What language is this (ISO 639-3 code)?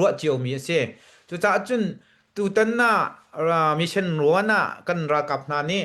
cnh